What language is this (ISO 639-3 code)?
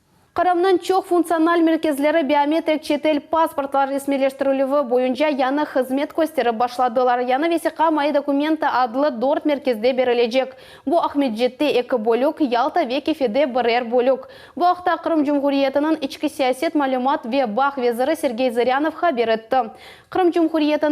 crh